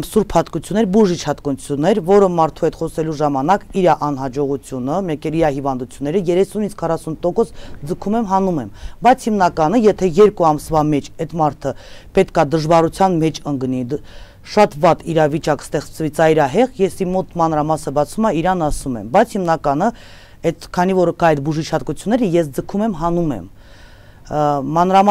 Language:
Armenian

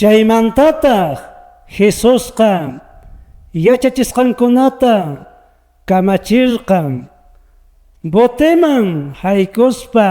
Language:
Quechua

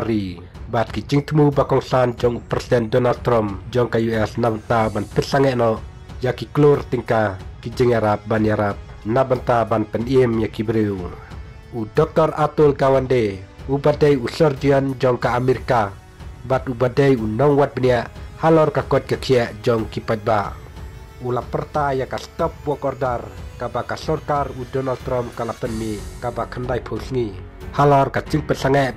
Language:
Khasi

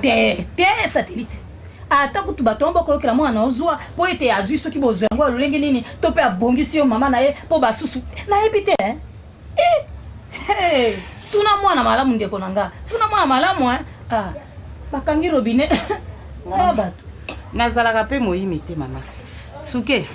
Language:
Lingala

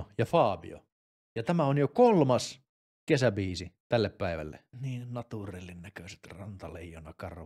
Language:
Finnish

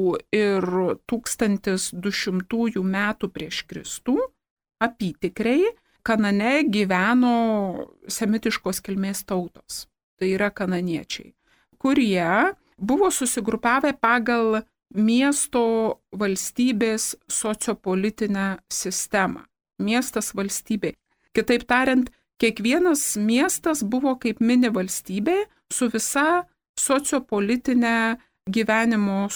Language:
Lithuanian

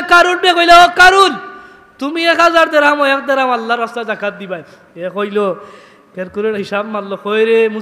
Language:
Sylheti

